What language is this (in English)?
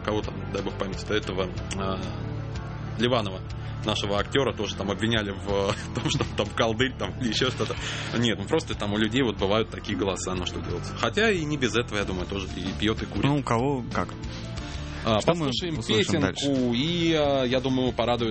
Russian